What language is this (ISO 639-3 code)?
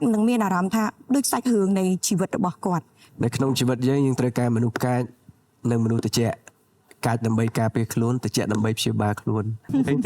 khm